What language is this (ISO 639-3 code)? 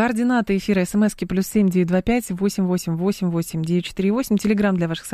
rus